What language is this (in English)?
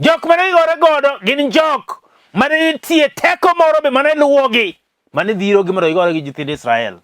Luo (Kenya and Tanzania)